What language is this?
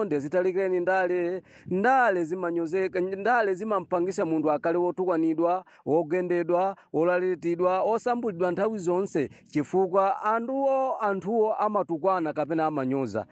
Nyanja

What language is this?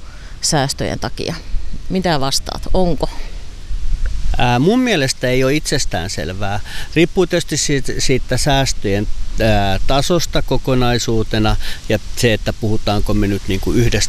Finnish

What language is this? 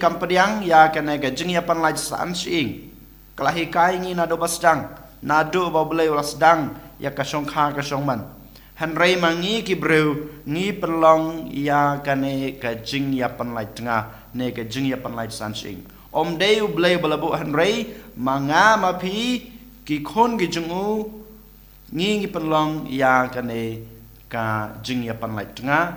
Khasi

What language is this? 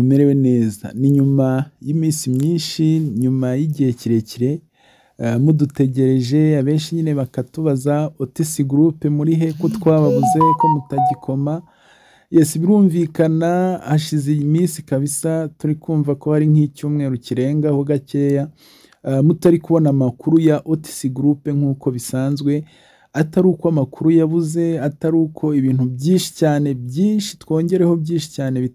Kinyarwanda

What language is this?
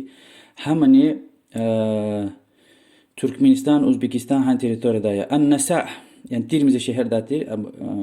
Lezghian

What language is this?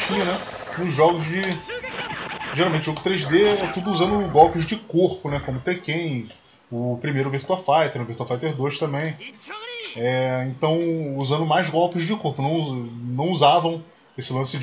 Portuguese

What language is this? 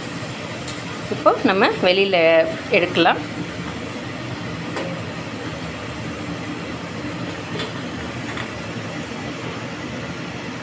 Tamil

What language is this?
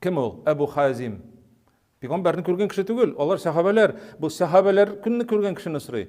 Tatar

